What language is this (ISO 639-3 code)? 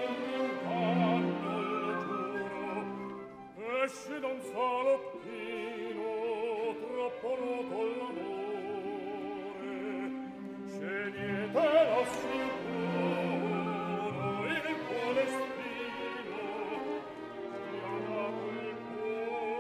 ita